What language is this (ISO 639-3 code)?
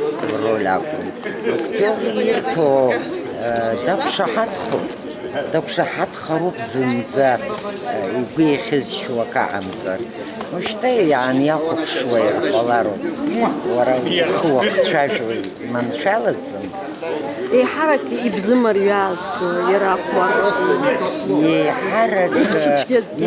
abk